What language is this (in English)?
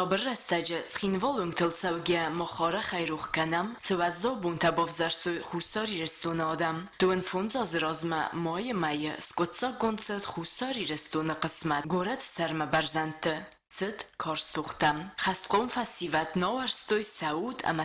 Ossetic